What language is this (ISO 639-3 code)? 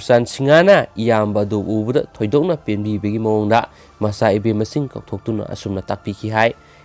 mni